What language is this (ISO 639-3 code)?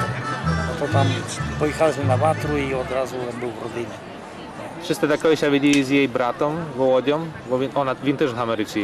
rue